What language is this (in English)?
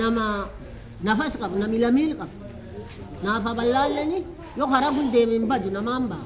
Oromo